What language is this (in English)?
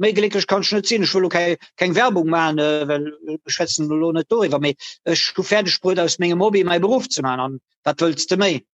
Luxembourgish